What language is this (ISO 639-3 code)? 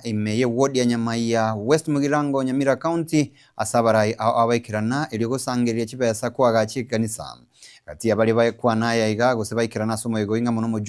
guz